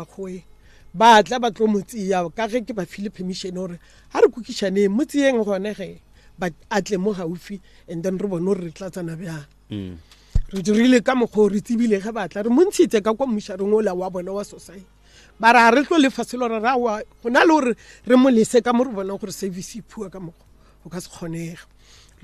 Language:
Northern Sotho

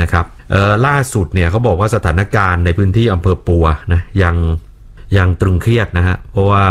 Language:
Thai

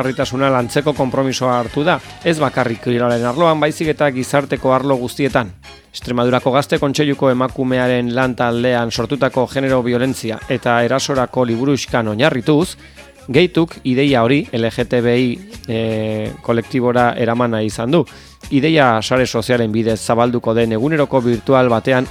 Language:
Basque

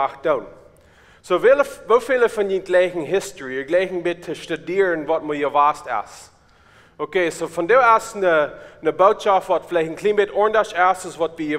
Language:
Plautdietsch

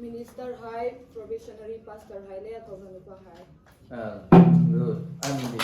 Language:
Hmar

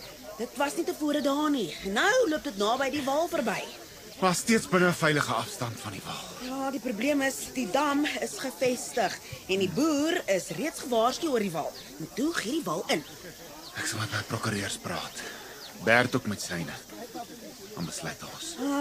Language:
Afrikaans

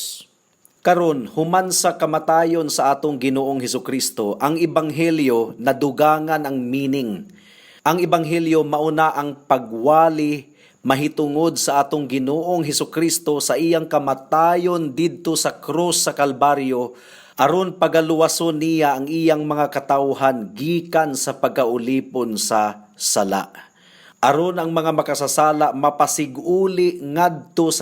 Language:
Cebuano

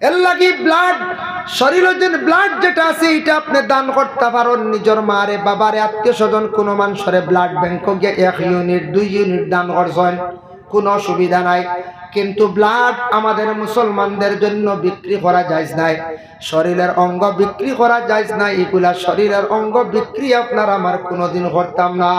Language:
Sylheti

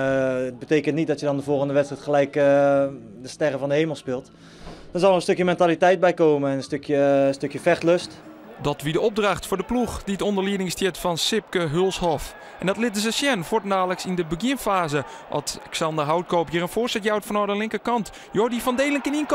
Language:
Western Frisian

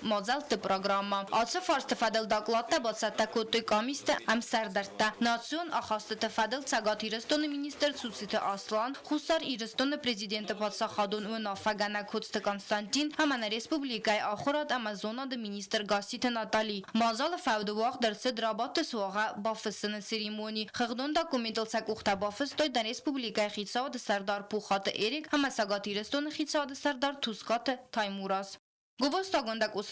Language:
Ossetic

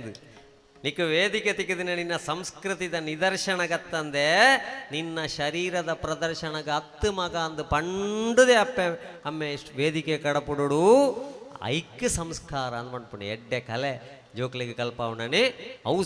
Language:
Tulu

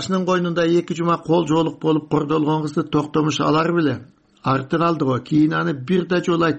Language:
Kyrgyz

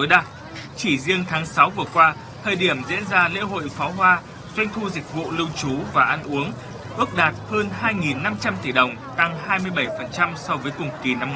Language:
Vietnamese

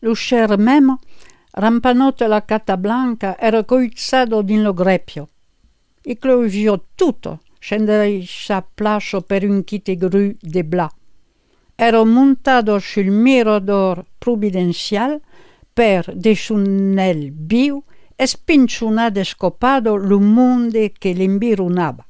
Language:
Occitan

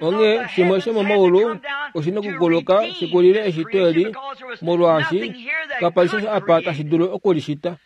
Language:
Kuanyama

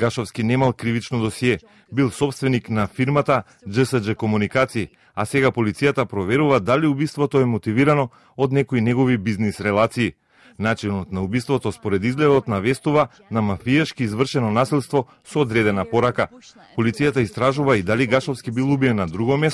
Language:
Macedonian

